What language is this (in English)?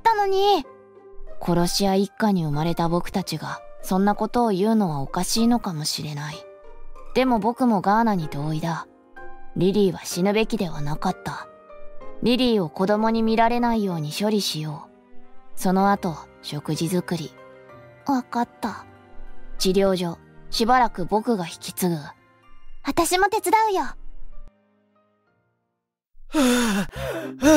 Japanese